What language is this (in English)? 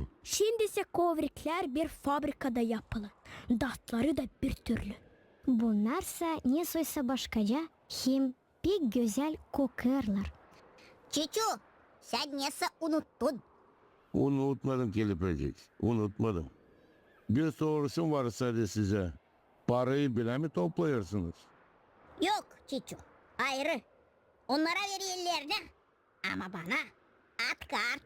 Gagauz